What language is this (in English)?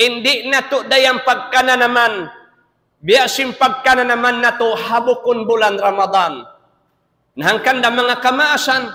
Tausug